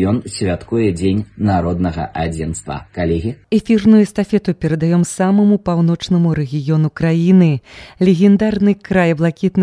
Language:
Belarusian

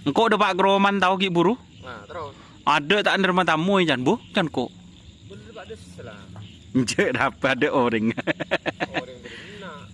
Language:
Madurese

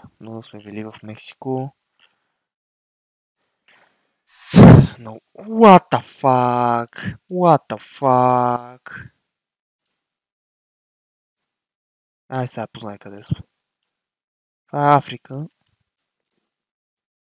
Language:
Bulgarian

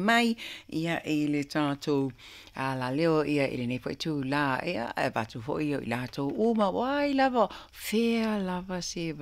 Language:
Samoan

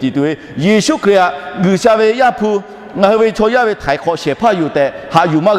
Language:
Lahu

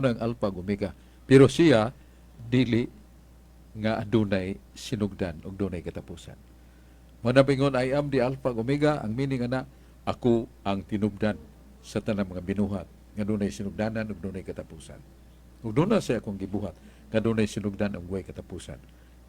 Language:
Cebuano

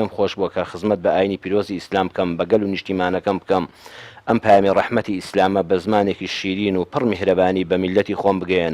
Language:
Central Kurdish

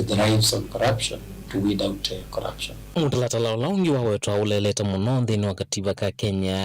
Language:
Kamba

